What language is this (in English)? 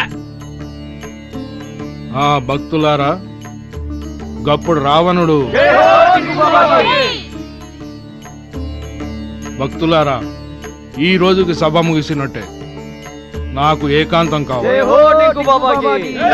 Telugu